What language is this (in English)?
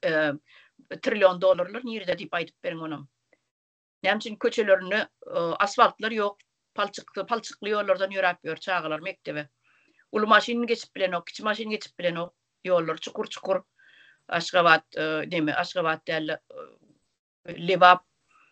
Turkmen